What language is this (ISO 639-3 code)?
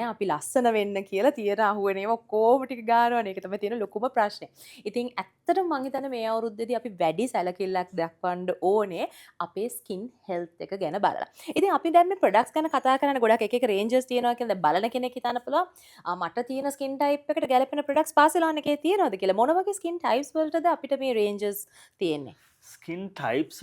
sin